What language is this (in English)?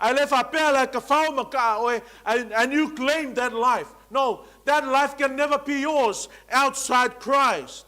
Samoan